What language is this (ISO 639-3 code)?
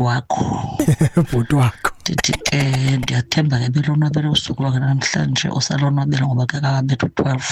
xho